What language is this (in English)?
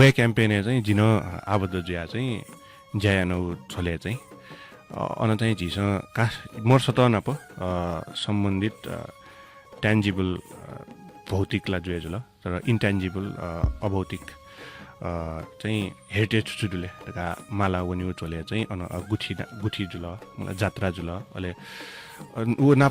Newari